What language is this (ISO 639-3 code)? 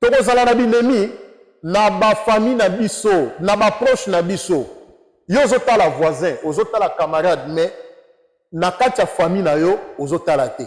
lin